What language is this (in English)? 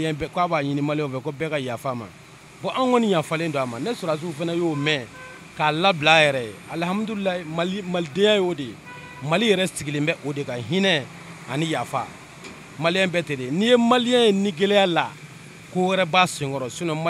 Bambara